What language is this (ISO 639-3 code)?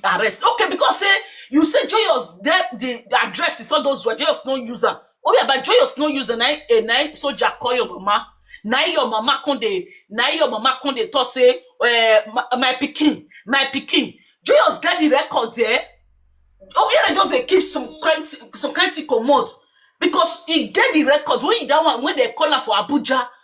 pcm